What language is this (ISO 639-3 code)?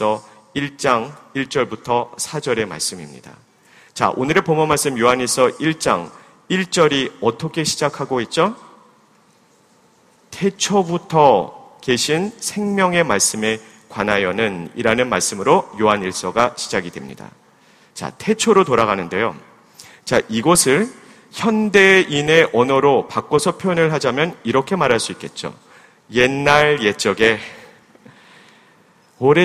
kor